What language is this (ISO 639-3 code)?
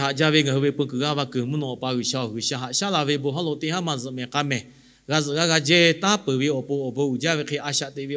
lhu